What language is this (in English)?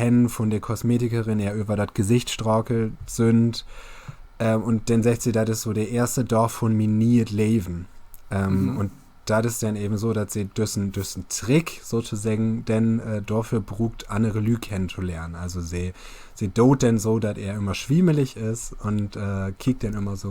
Low German